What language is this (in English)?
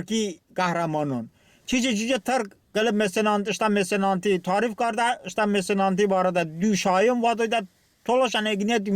Talysh